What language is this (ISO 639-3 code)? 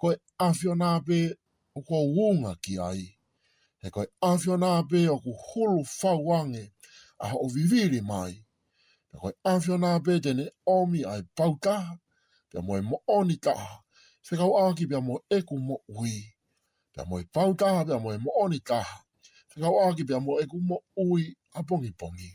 ton